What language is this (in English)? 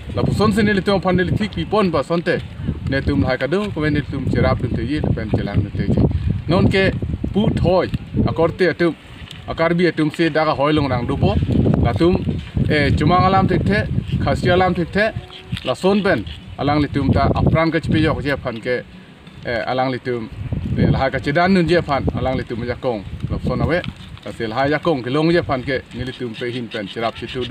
Karbi